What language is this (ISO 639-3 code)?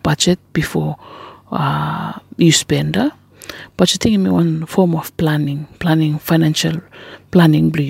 bis